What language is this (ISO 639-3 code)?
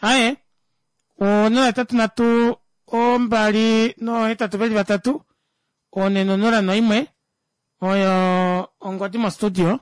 kua